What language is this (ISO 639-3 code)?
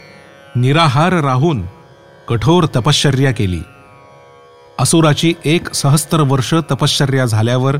mar